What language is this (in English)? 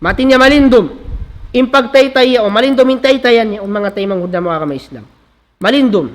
Tausug